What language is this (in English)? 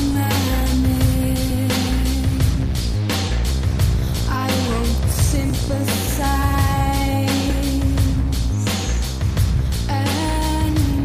Basque